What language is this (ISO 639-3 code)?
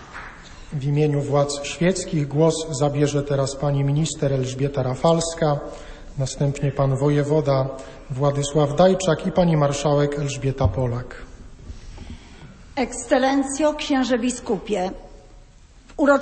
pol